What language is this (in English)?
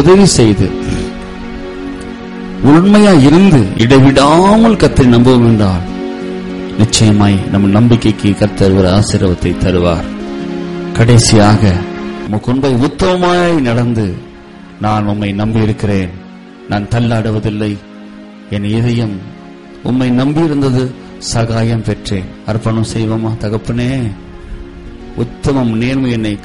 Tamil